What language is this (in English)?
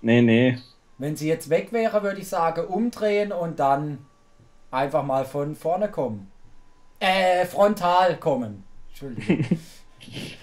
German